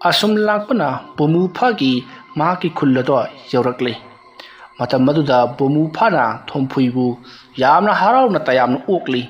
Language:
Manipuri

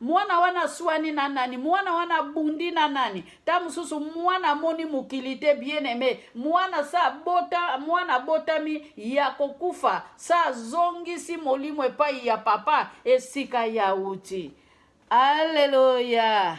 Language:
Lingala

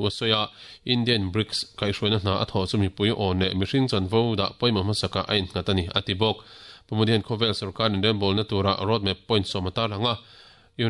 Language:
Mizo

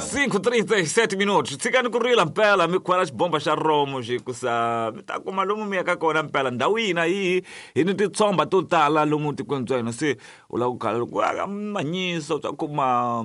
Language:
Tsonga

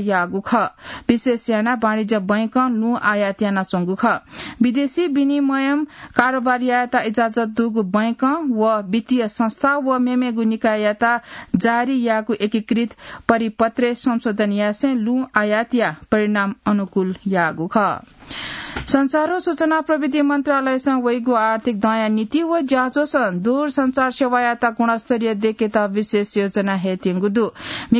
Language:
Newari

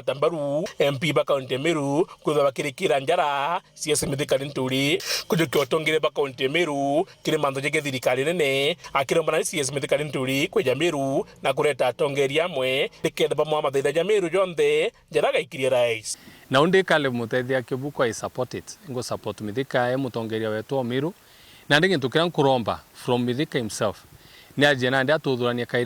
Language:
Meru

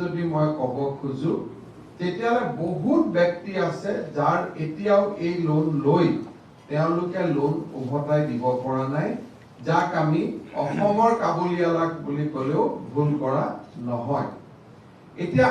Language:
Assamese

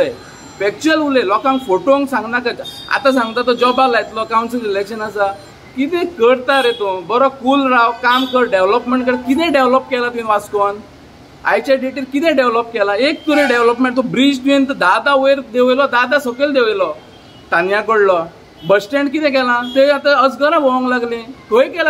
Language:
Konkani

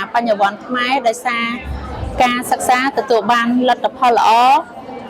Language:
Khmer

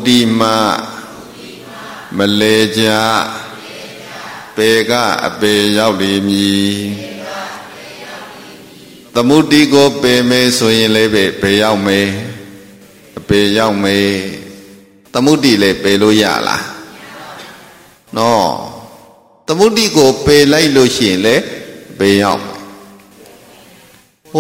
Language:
Burmese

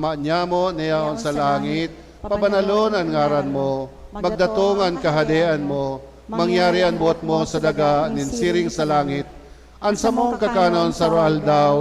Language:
Bikol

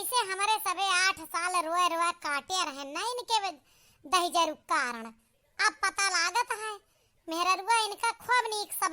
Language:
Awadhi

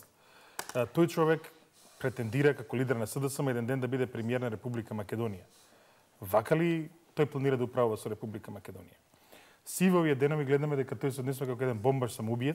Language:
Macedonian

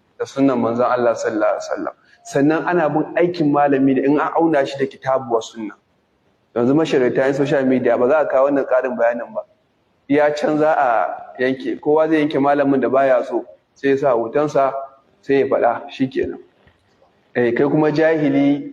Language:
Hausa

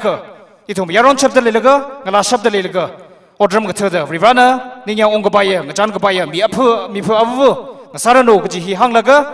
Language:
Tangkhul Naga (India)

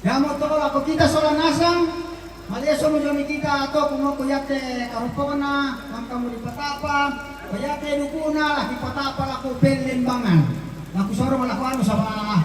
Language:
Toraja-Sa'dan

